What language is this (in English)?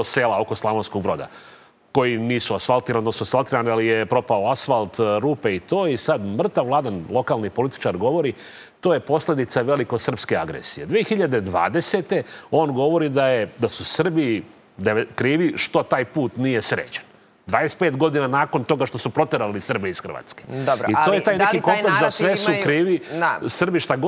Serbian